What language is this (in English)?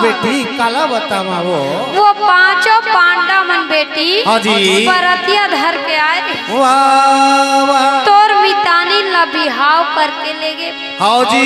Chhattisgarhi